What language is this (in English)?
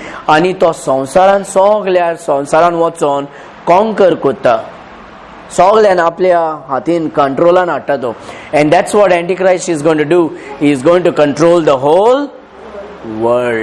Konkani